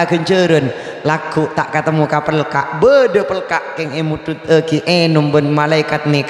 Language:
Madurese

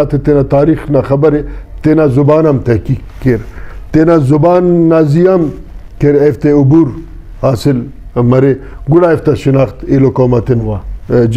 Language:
Brahui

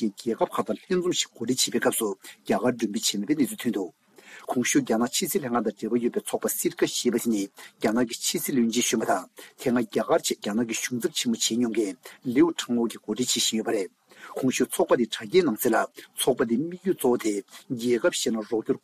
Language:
Tibetan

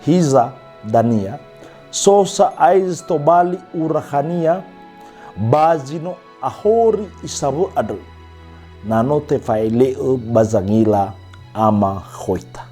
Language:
Nias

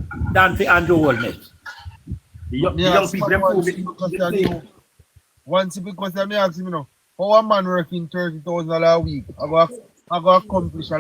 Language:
Jamaican Creole English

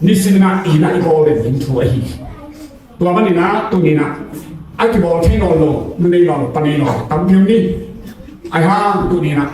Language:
Tedim Chin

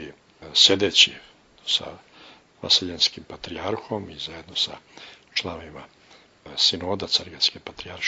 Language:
Serbian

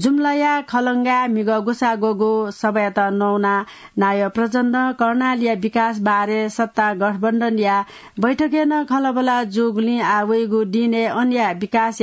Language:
Newari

